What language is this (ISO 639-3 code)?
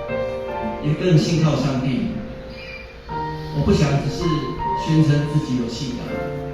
nan